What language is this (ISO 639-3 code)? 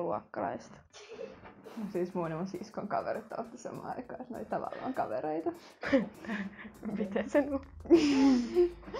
fin